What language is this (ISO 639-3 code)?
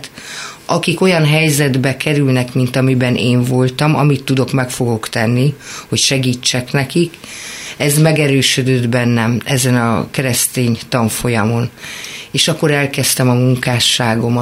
hun